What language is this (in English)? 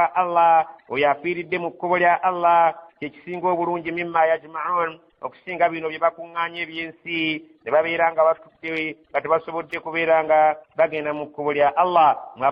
Ganda